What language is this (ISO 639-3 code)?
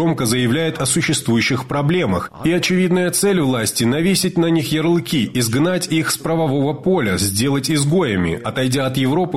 rus